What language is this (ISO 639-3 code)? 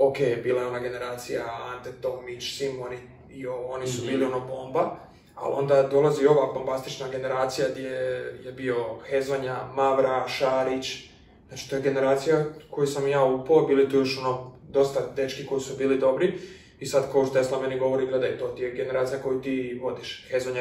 hrv